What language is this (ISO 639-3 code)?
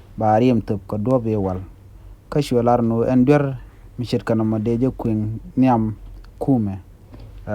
nus